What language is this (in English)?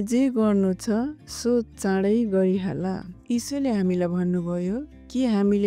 Nepali